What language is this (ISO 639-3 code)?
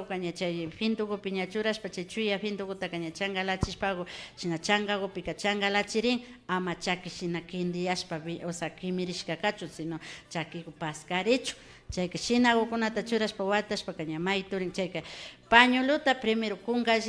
qvi